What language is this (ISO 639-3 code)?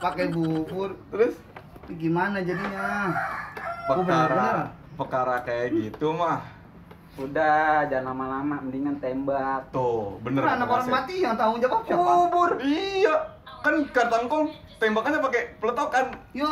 bew